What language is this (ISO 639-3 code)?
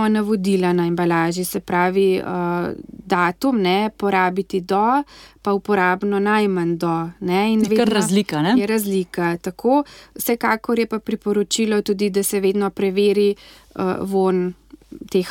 slv